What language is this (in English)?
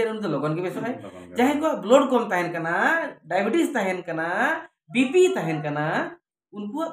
Santali